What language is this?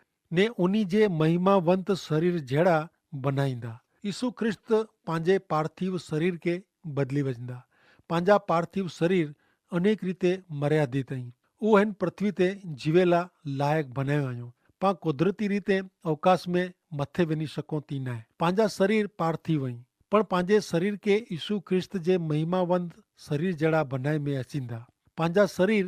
Kachhi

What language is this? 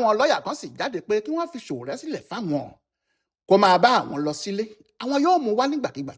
Yoruba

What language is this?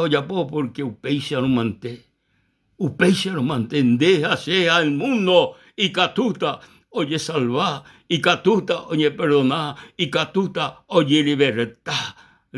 Guarani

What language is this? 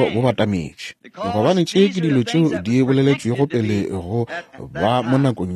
Northern Sotho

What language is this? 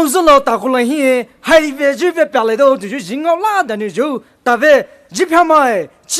Poumei Naga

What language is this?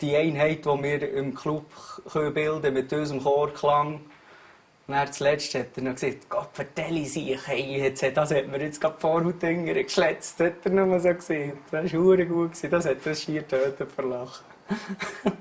Swiss German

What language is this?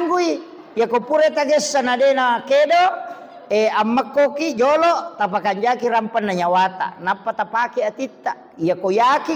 Buginese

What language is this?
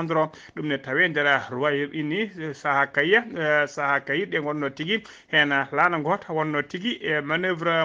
Fula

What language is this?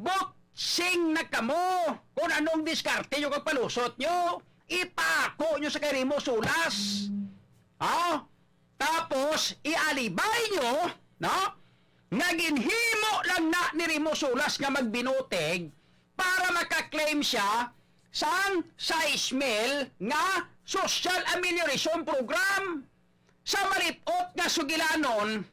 Hiligaynon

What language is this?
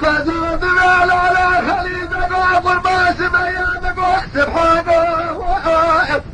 Kurdish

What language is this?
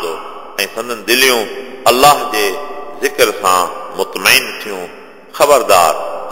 Sindhi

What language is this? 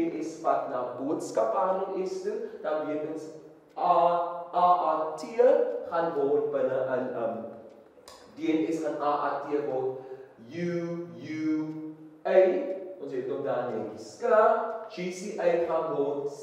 Afrikaans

